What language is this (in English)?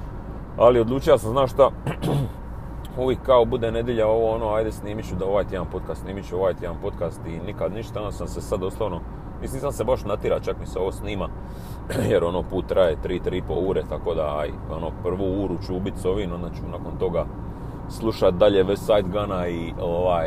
Croatian